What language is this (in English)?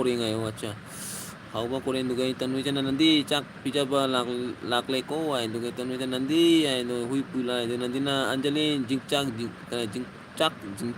Manipuri